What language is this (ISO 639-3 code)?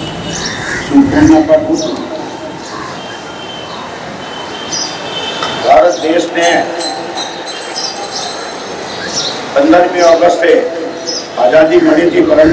guj